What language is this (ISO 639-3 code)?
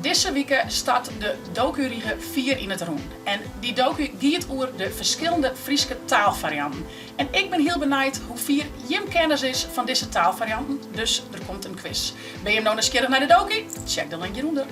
fry